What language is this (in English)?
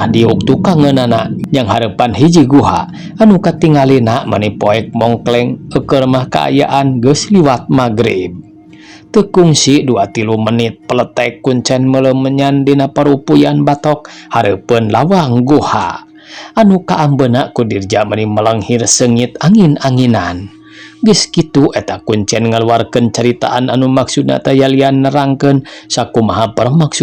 Sundanese